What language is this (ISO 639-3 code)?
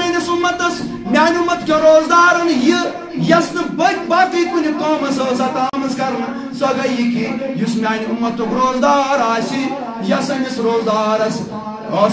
kas